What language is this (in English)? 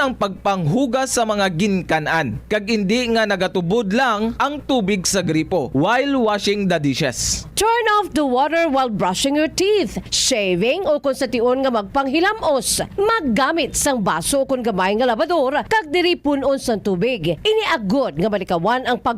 Hiligaynon